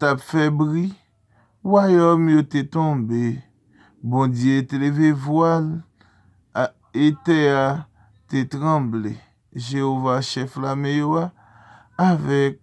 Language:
Haitian Creole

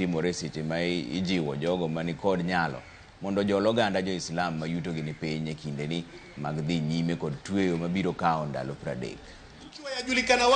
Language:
Luo (Kenya and Tanzania)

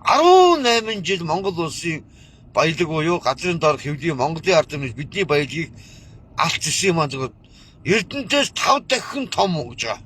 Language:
Mongolian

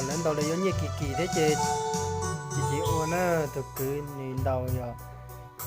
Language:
Hmong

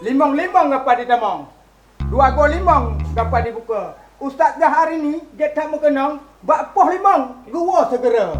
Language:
Achinese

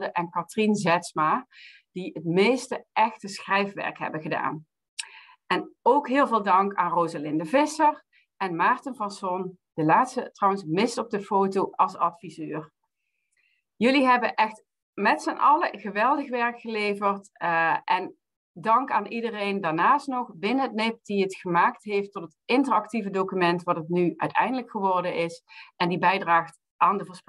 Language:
Dutch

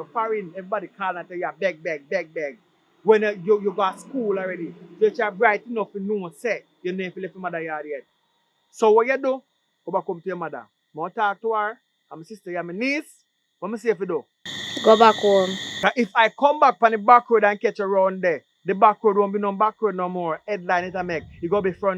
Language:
Jamaican Creole English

